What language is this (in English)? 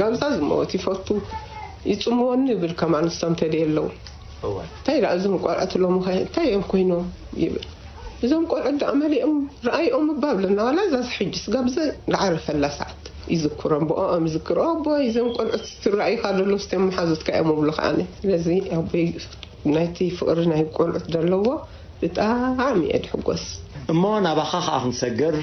Tigrinya